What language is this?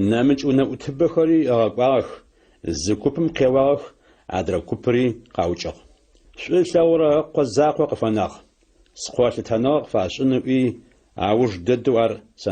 Adyghe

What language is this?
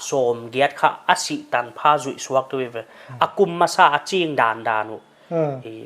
Paite Chin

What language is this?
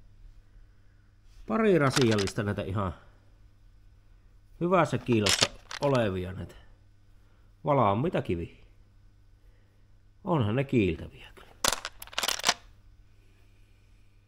Finnish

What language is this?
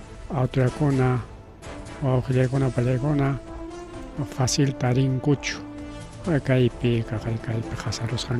Ayacucho Quechua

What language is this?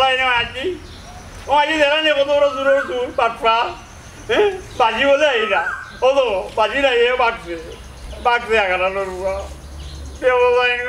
Sylheti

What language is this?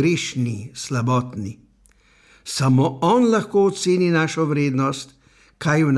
Slovenian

